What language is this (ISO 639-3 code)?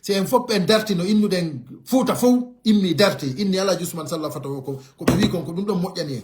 ful